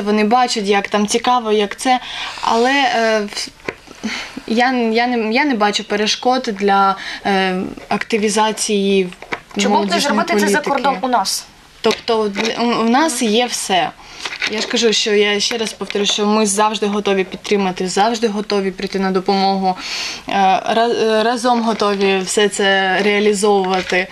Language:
Ukrainian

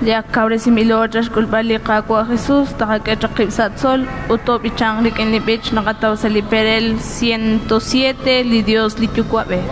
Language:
Kekchí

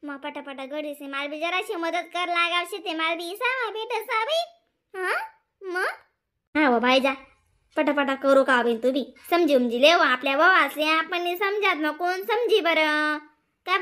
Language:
Khandesi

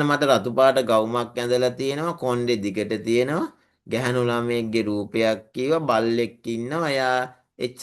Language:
Sinhala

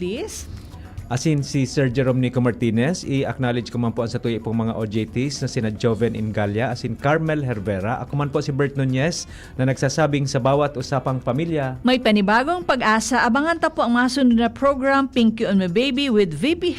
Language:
Bikol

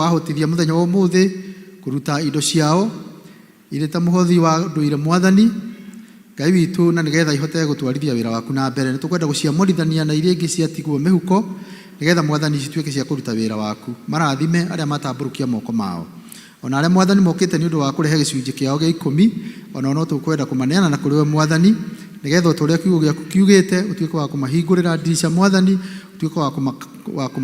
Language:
Kikuyu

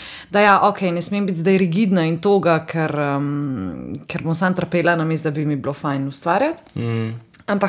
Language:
Slovenian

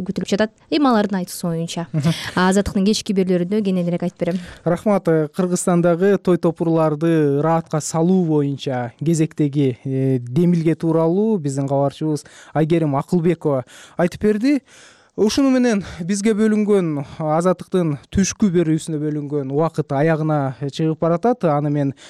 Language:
Kyrgyz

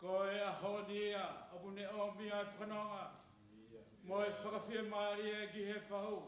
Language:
Tongan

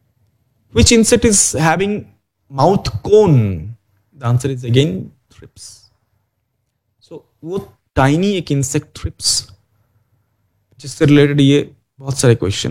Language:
Hindi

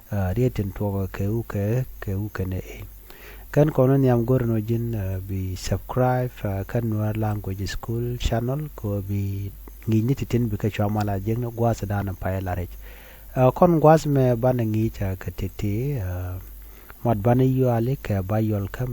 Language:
Nuer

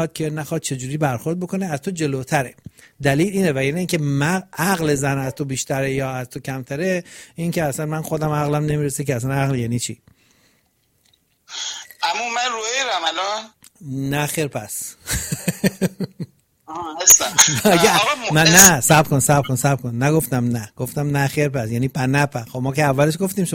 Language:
Persian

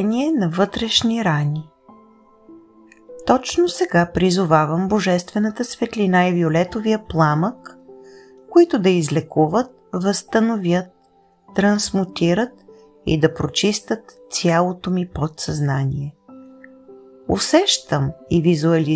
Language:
Bulgarian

